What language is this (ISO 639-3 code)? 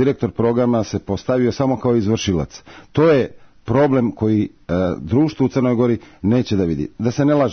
srp